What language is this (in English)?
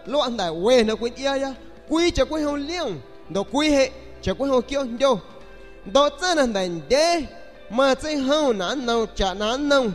San Pedro Amuzgos Amuzgo